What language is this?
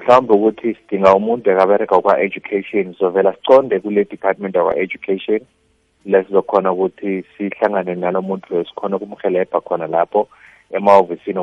South Ndebele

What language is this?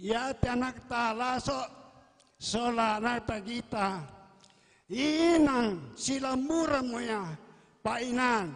Toraja-Sa'dan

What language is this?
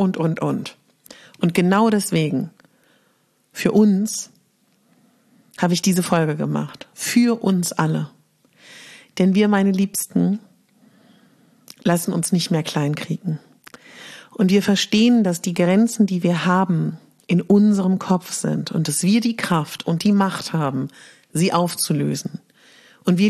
German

